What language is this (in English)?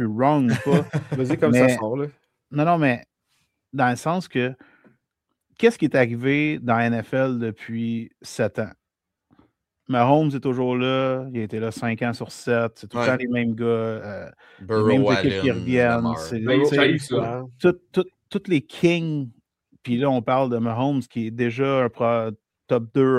French